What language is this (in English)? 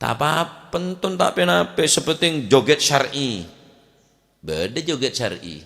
Madurese